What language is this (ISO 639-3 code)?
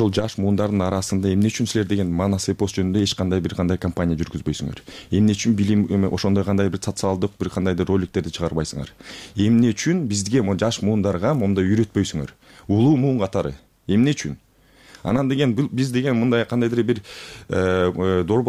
kir